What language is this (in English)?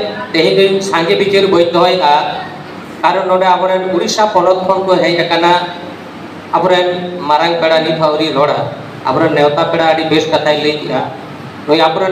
Santali